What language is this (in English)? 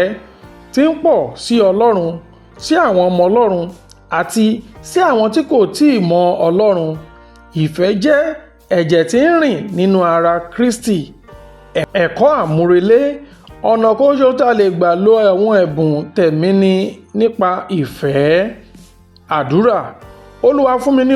Yoruba